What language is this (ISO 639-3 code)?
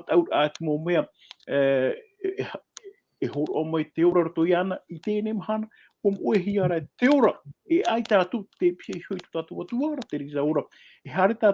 tah